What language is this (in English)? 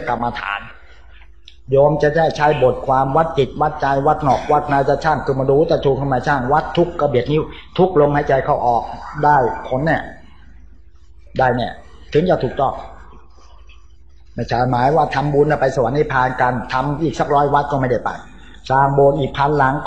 Thai